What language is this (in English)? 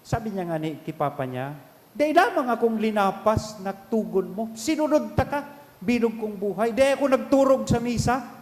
Bikol